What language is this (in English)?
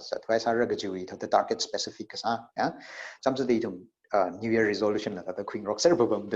Tangkhul Naga (India)